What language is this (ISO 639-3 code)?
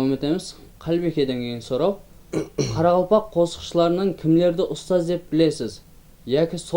kaa